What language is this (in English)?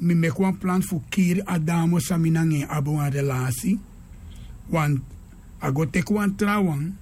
Sranan Tongo